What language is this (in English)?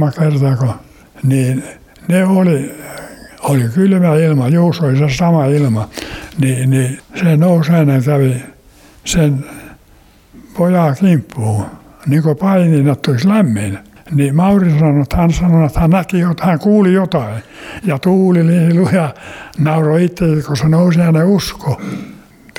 Finnish